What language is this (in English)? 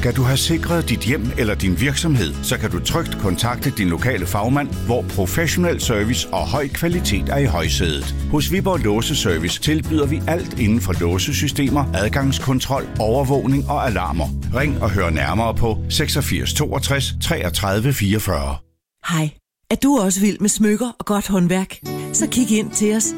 Danish